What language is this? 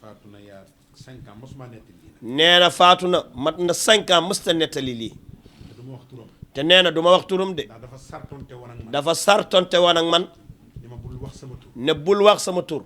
Wolof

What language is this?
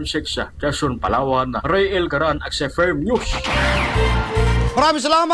Filipino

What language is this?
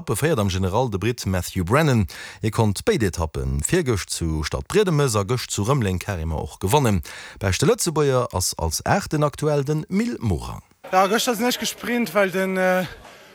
Luxembourgish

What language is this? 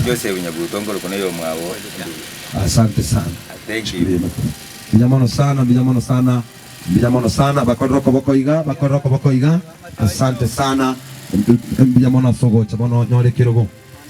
Gusii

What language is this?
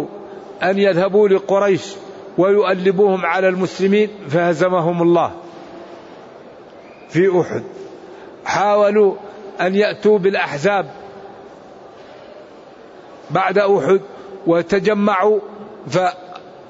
Arabic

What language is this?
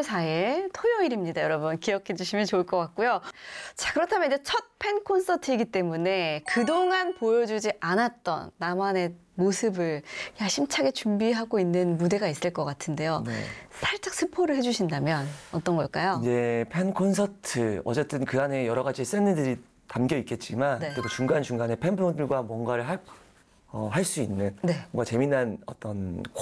Korean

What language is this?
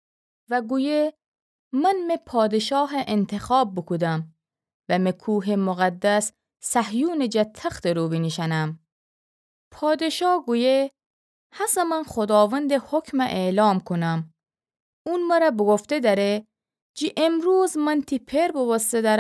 Gilaki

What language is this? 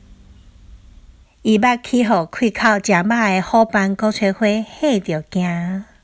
Min Nan Chinese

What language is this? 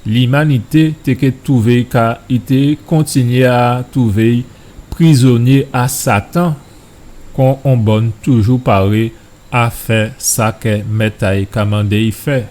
Guadeloupean Creole French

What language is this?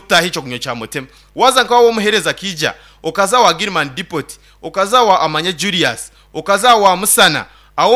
Nyankole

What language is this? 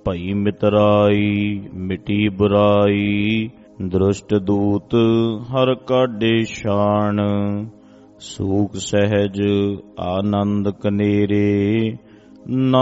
Punjabi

